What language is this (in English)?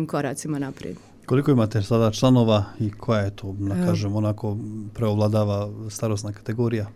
Croatian